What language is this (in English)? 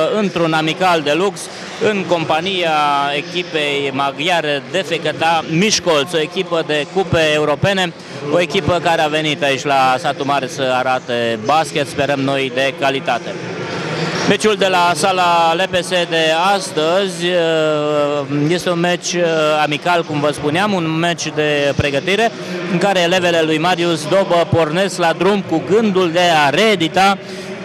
Romanian